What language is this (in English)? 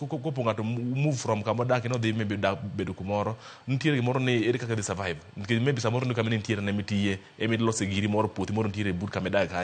Luo (Kenya and Tanzania)